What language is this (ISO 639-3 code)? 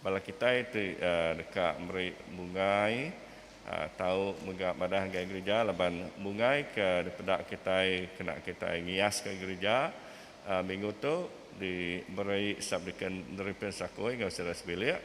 iba